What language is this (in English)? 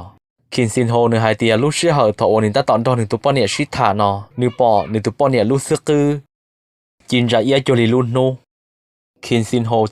Hmong